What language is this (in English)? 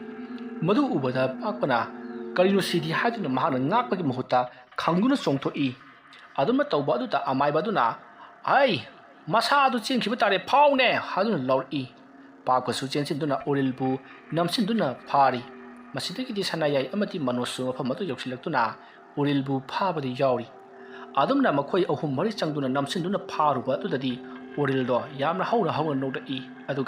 Manipuri